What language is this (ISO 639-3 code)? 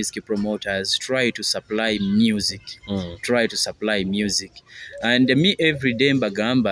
nyo